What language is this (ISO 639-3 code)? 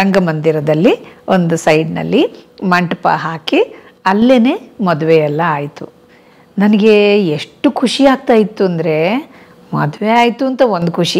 kan